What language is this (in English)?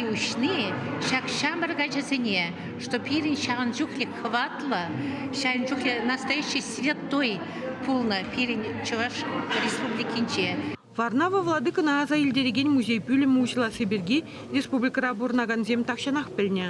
Chuvash